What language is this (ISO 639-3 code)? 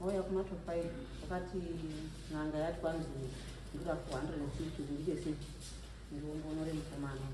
sna